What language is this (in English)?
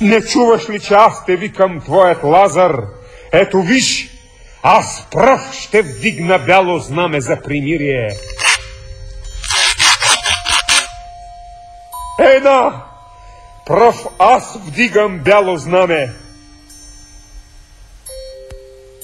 Bulgarian